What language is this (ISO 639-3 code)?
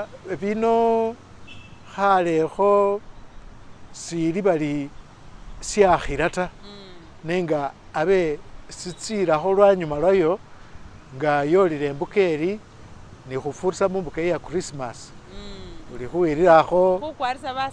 myx